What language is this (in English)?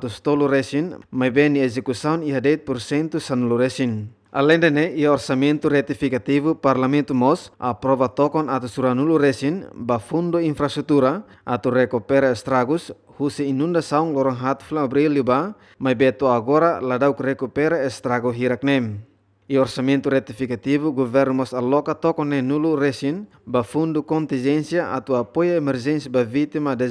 Tetum